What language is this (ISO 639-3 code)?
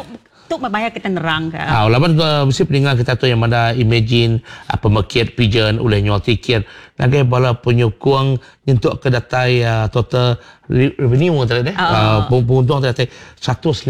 iba